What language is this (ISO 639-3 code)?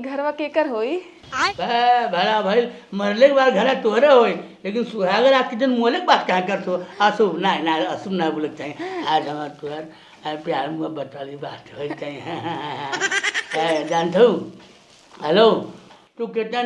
bho